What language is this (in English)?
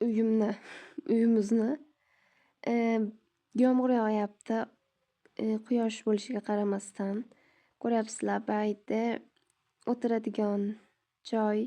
Uzbek